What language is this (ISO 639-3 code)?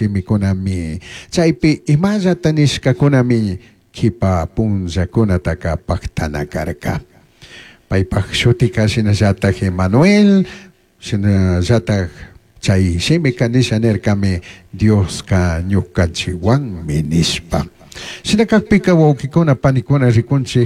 qug